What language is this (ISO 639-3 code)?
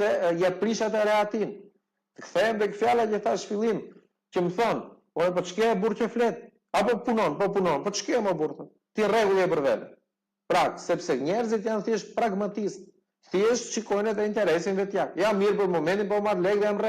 sqi